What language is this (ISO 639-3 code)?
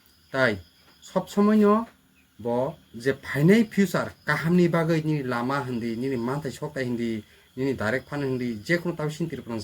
trp